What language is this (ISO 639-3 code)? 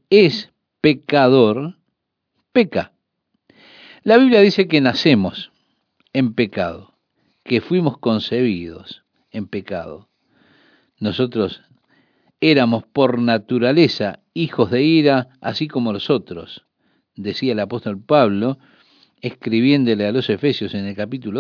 spa